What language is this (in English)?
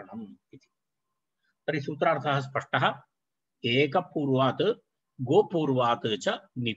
Sanskrit